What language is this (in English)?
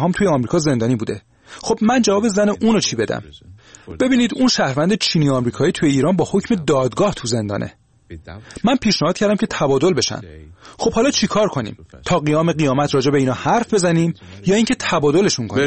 Persian